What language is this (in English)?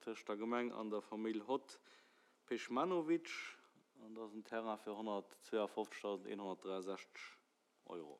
Luxembourgish